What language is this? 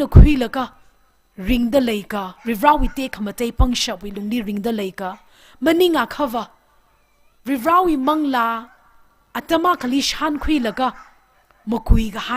Tangkhul Naga (India)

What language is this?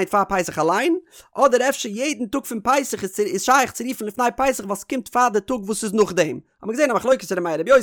Yiddish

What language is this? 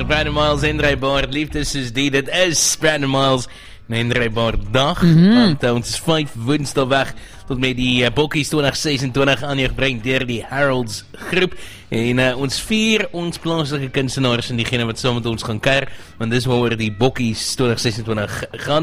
Afrikaans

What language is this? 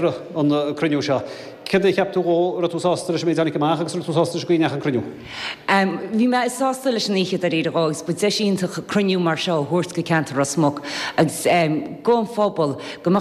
Irish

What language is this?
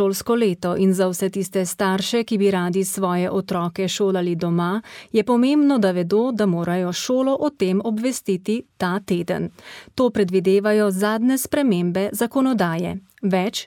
Slovenian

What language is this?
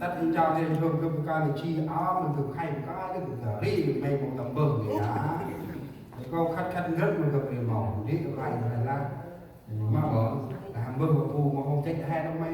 Central Mnong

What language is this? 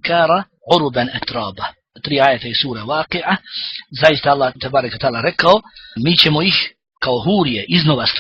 Bosnian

